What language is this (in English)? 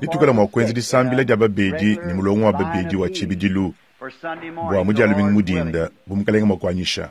Luba-Lulua